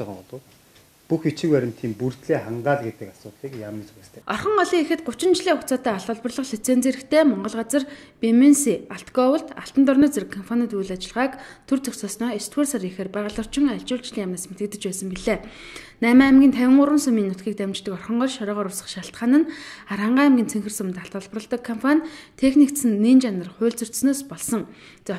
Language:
Mongolian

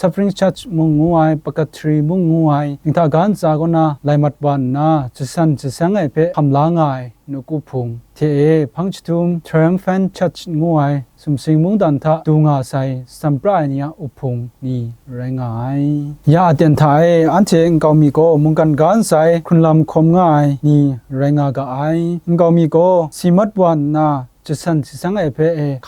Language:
Kachin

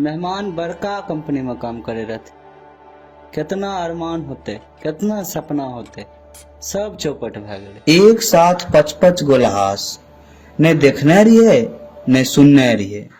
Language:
Angika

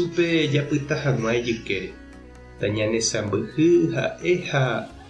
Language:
Guarani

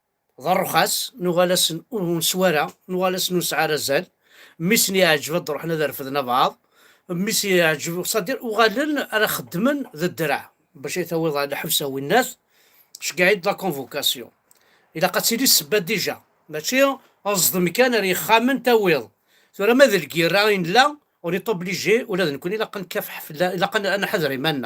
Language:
Kabyle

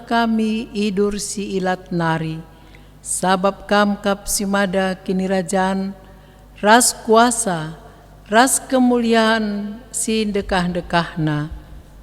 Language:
Batak Karo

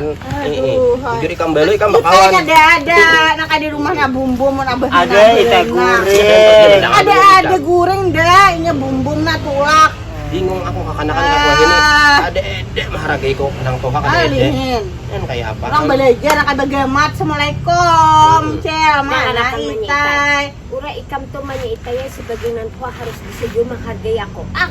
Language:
Banjar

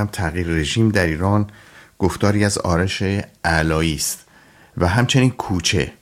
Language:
Persian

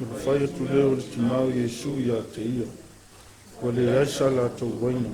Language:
Samoan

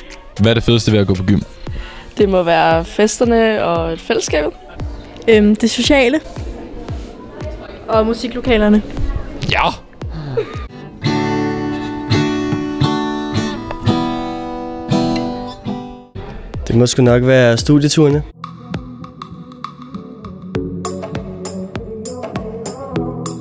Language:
Danish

